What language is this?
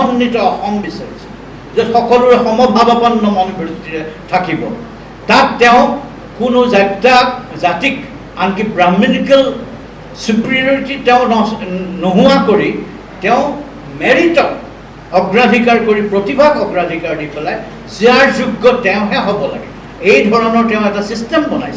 Assamese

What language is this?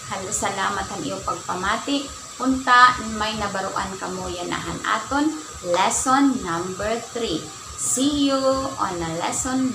Waray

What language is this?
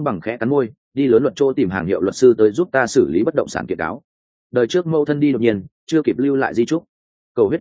Vietnamese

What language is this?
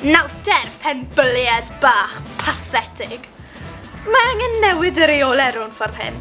Welsh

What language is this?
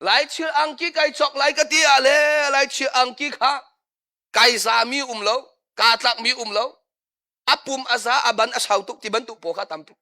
Hakha Chin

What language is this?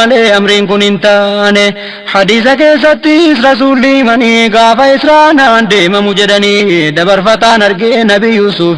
Oromo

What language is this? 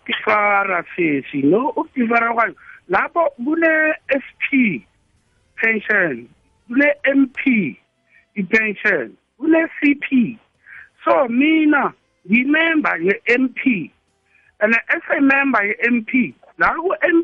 South Ndebele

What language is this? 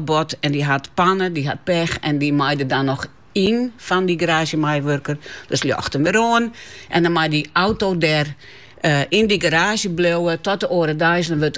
Dutch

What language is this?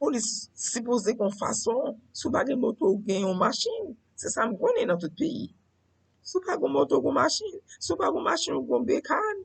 Haitian Creole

